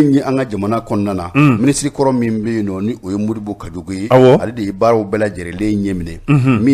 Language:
Bambara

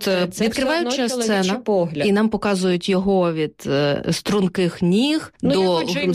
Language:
Ukrainian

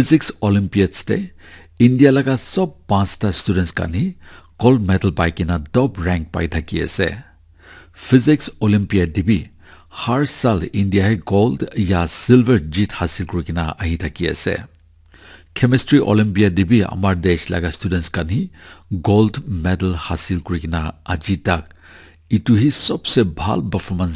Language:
Naga Pidgin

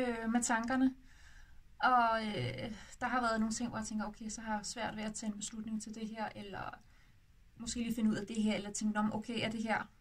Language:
Danish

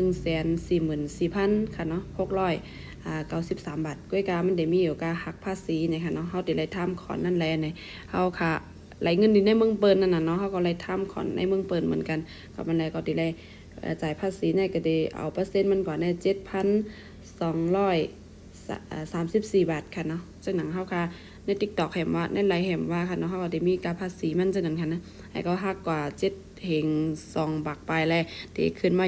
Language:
Shan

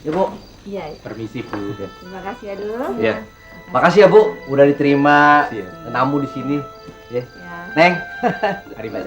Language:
Betawi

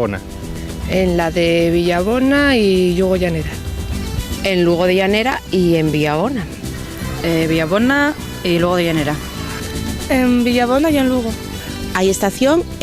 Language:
Asturian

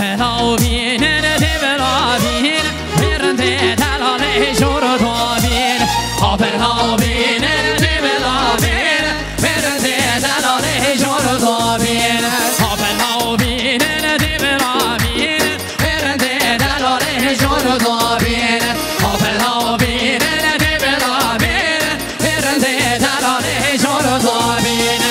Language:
Kurdish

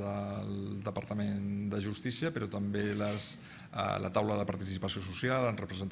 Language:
Catalan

